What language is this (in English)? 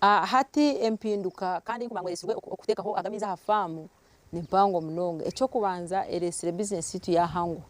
Nyankole